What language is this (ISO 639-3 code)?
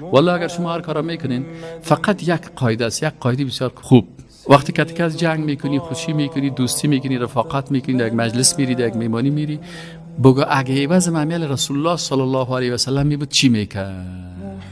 fas